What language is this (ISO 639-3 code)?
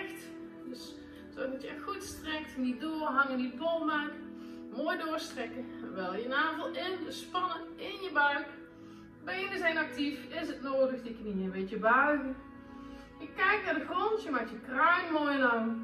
nld